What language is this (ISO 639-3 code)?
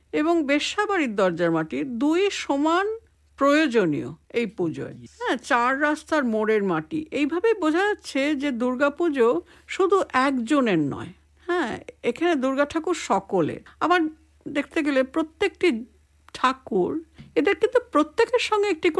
ben